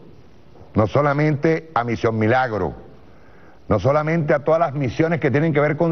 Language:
Spanish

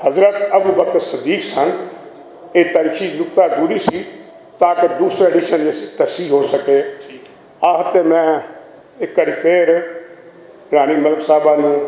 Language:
Western Panjabi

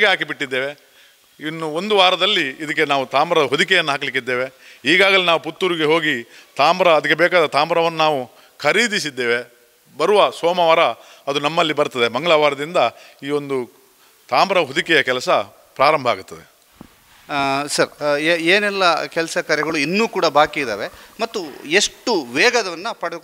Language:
Kannada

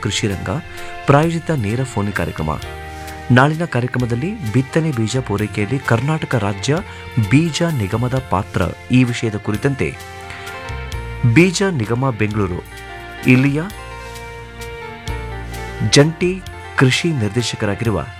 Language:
Kannada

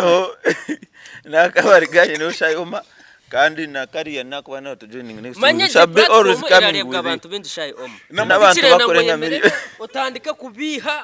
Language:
Nyankole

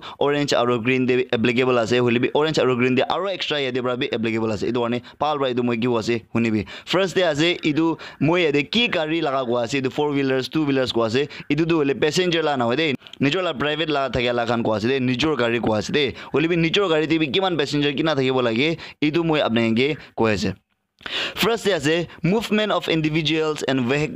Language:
Naga Pidgin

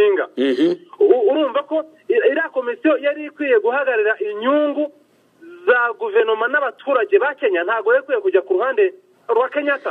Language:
Kinyarwanda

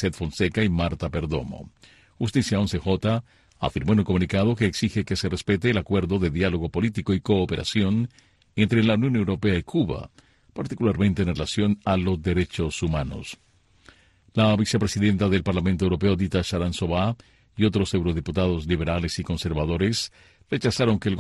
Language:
Spanish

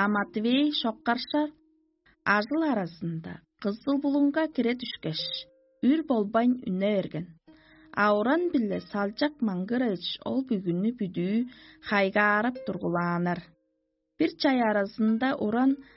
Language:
Tuvinian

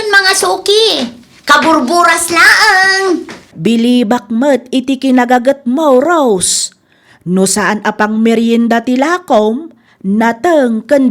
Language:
Iloko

